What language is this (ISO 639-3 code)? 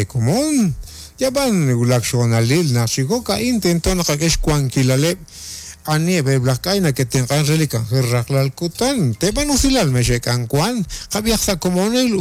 kek